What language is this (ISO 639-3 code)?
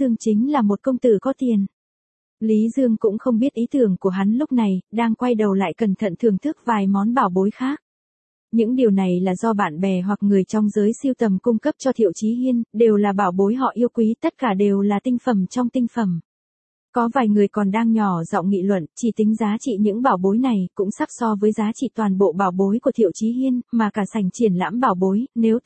vie